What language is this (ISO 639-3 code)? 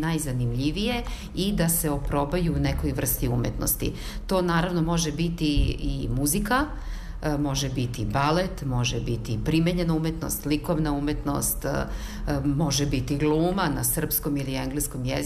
srp